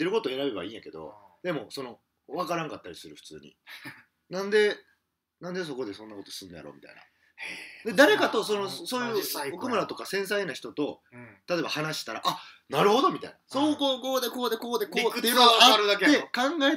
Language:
Japanese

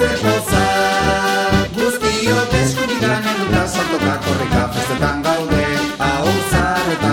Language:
Basque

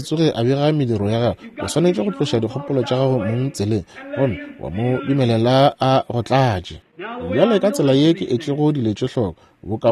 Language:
Northern Sotho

